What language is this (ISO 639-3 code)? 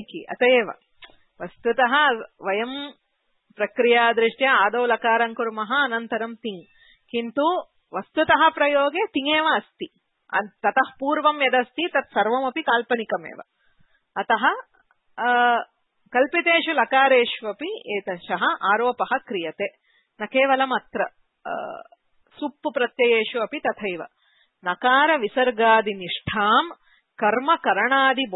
san